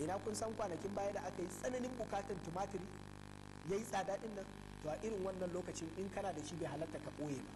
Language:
Hausa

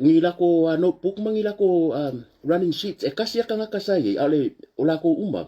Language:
Samoan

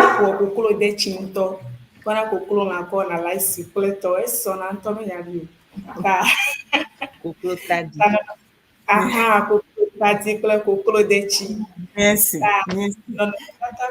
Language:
Ewe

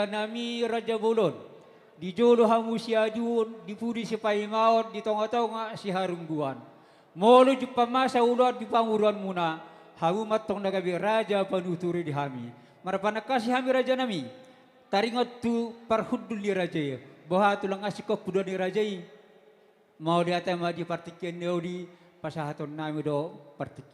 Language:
Batak Toba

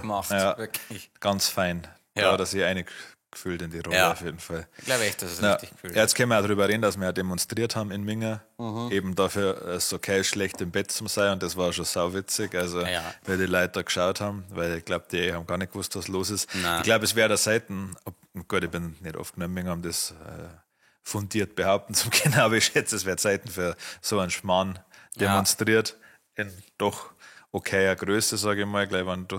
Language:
Bavarian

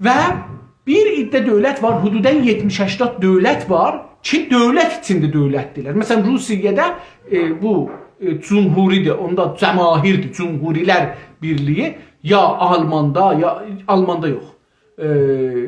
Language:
South Azerbaijani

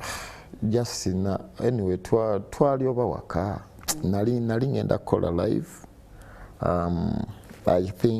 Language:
Ganda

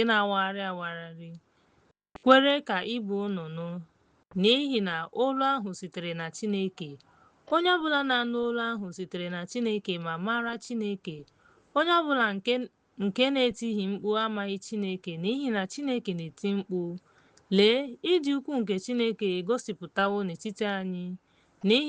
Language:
Igbo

